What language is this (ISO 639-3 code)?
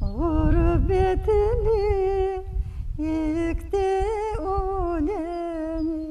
crh